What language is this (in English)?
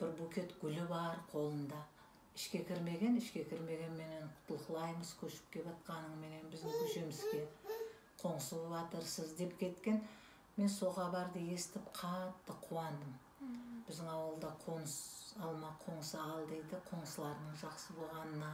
Kara-Kalpak